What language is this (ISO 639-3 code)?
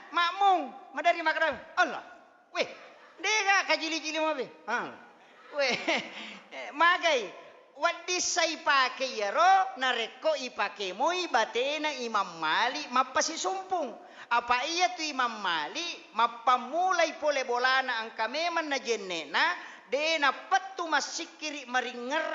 bug